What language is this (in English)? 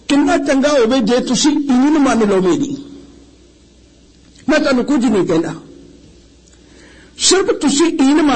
Punjabi